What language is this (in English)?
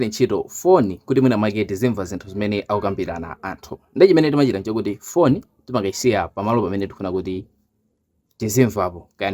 Nyanja